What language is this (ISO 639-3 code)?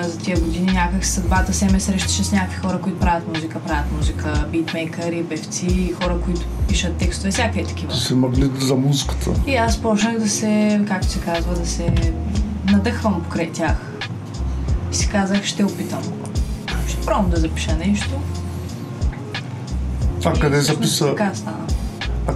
bul